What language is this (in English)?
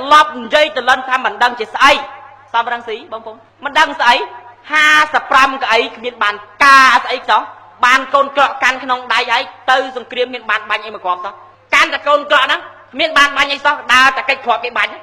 Khmer